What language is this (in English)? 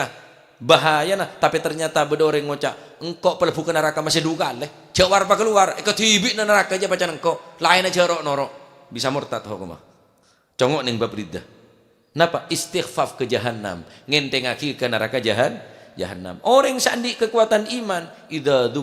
Madurese